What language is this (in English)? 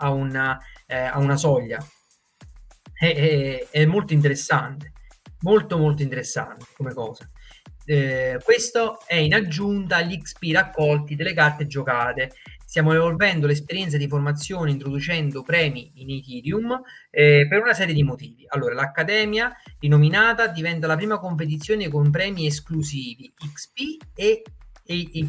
Italian